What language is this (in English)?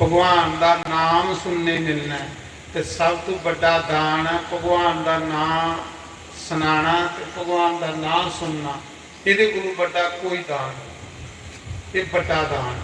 Dogri